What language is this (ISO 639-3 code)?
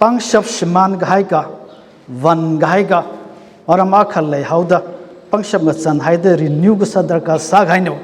nmf